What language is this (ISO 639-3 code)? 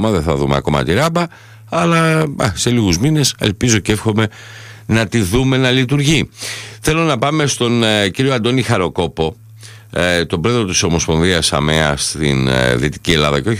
ell